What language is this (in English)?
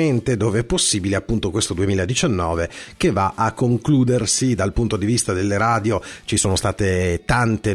Italian